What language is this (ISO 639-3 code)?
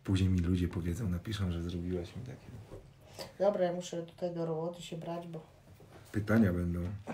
pol